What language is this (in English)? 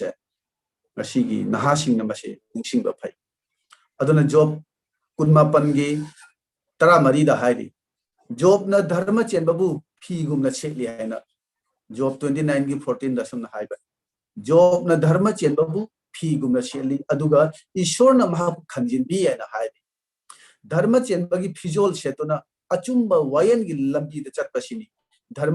Manipuri